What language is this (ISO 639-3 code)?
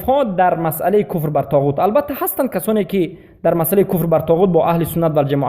fas